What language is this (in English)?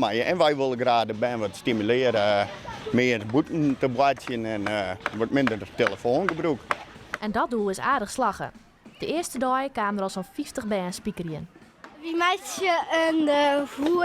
Western Frisian